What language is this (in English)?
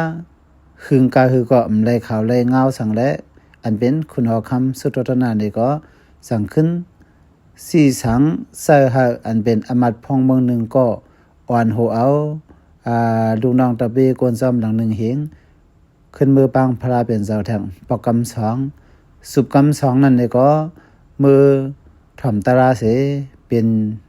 Shan